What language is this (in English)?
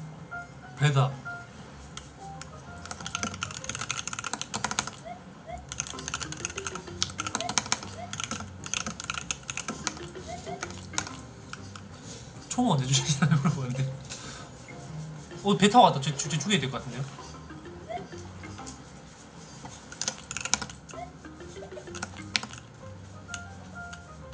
Korean